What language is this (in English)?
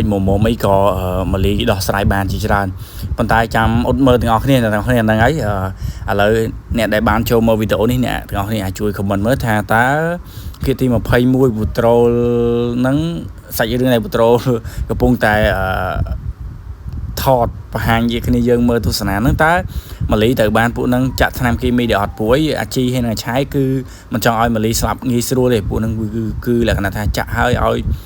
Khmer